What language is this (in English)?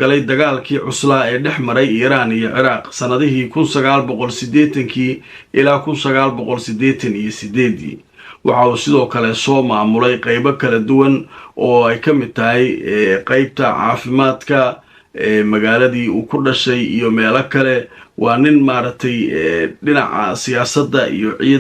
Somali